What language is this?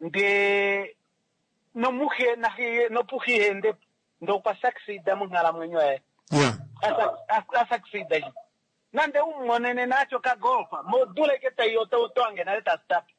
Kuanyama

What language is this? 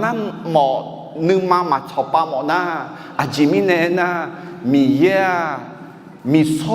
Akha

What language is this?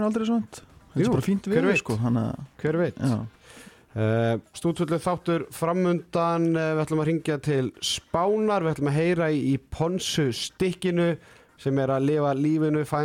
Icelandic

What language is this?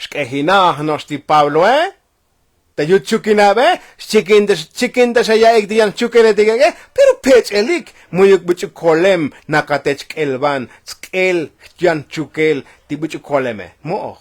Tzotzil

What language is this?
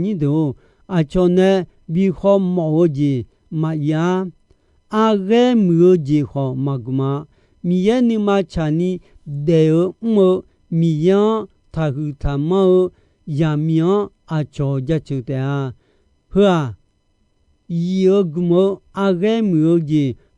Akha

